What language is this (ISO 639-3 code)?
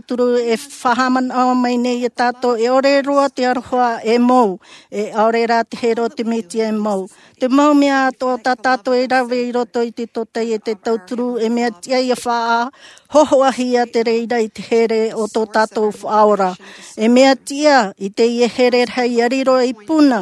tah